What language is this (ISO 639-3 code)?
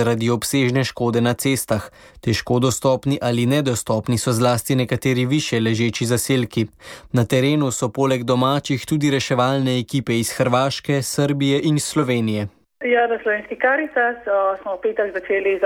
slv